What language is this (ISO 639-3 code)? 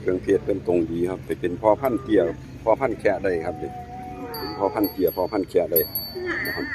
tts